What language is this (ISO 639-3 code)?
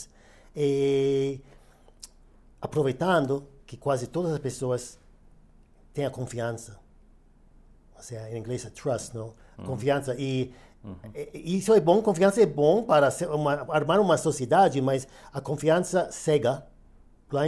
por